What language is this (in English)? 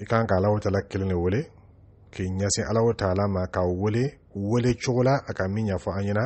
Dyula